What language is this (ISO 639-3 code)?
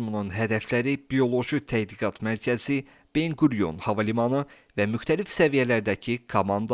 aze